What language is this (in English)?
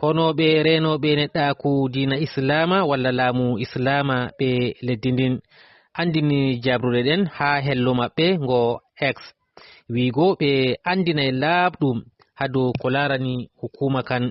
Fula